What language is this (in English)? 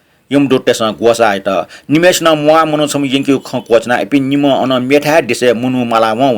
Newari